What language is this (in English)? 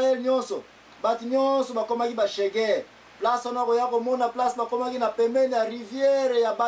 Lingala